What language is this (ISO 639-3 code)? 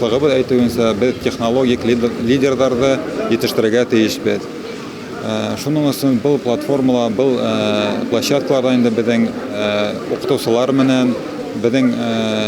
bak